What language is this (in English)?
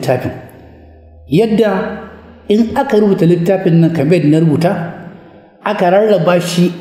Hausa